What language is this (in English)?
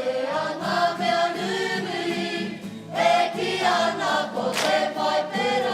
Māori